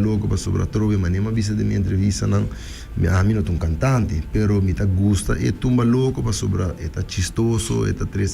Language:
Papiamento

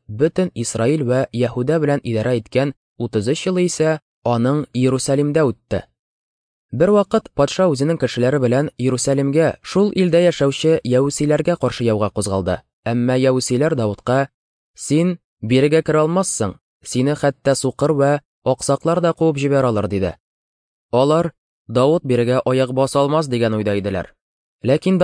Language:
Tatar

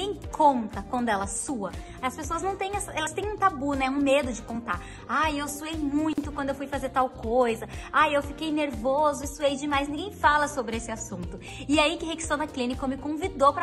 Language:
Portuguese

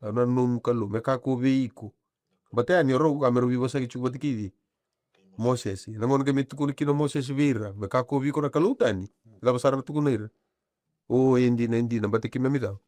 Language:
Fijian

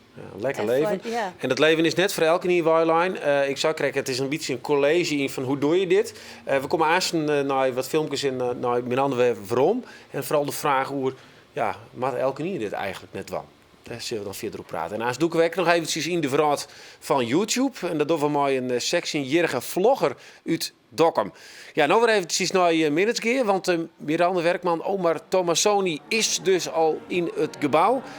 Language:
Western Frisian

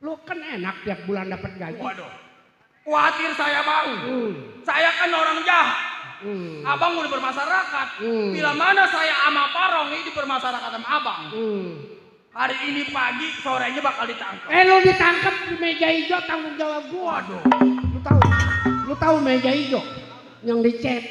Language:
Betawi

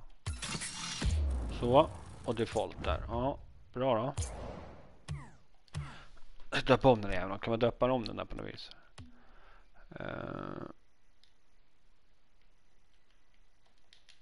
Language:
Swedish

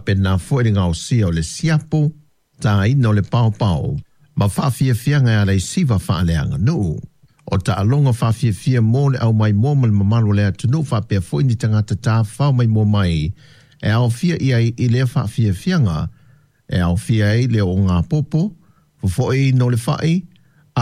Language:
Samoan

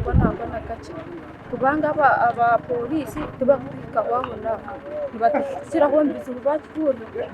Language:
Nyankole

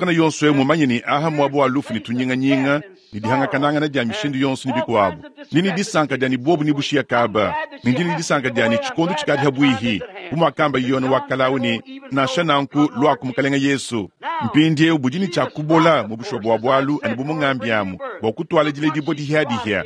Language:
Luba-Lulua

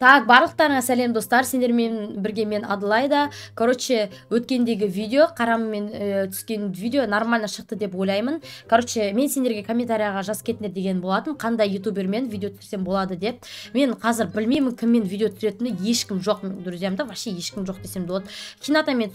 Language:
Kazakh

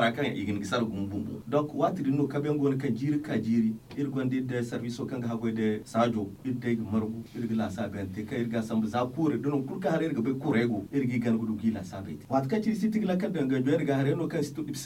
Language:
Zarma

